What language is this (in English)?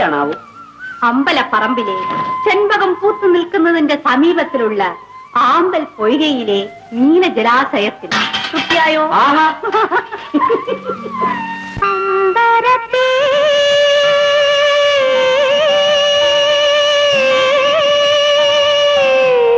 Malayalam